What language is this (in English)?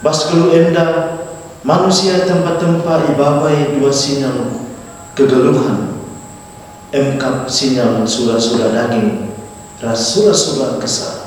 Batak Karo